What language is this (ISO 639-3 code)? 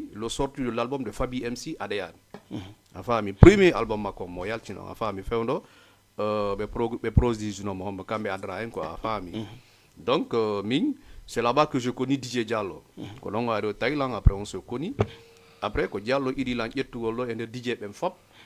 ful